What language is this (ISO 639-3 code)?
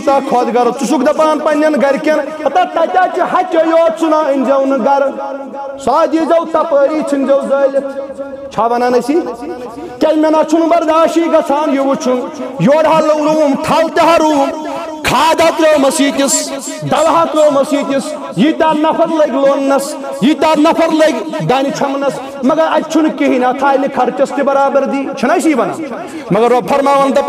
kas